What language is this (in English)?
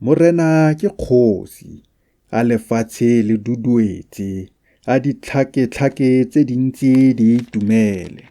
Tswana